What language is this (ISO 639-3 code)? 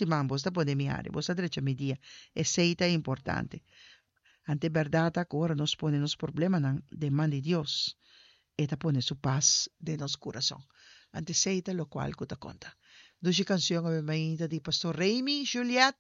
pap